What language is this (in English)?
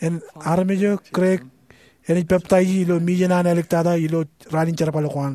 Marshallese